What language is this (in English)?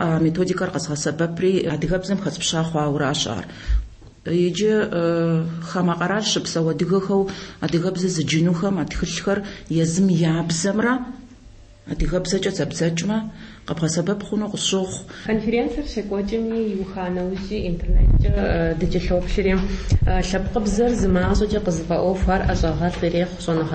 Kabardian